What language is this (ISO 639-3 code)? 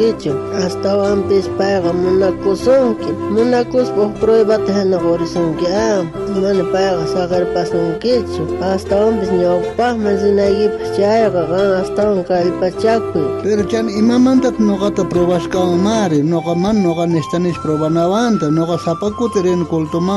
quh